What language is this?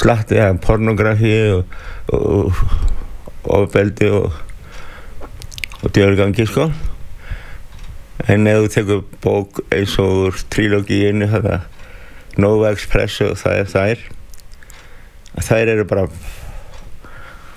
Icelandic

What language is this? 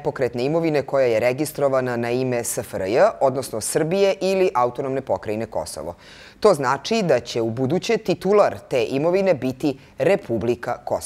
Serbian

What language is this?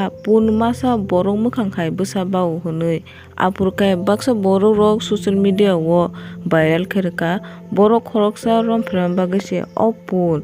Kok Borok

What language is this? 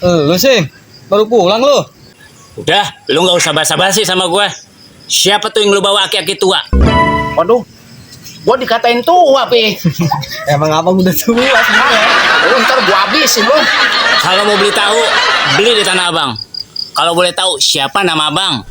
Betawi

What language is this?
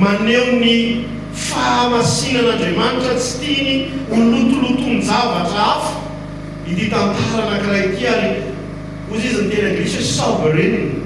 Malagasy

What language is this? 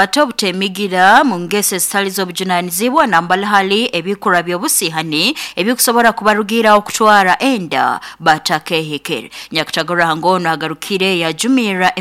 Nyoro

